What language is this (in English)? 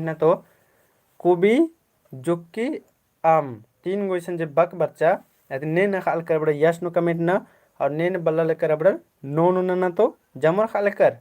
Kurukh